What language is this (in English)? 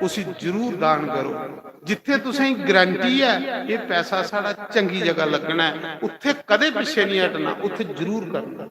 Dogri